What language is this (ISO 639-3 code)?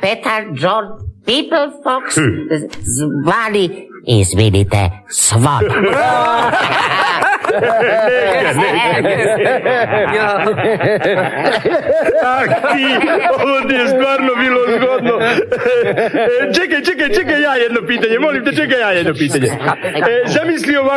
srp